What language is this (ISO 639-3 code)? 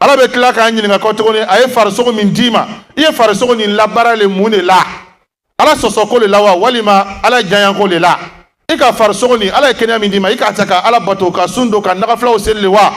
bam